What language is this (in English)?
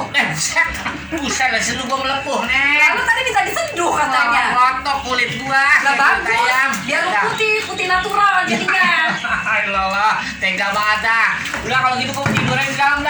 Betawi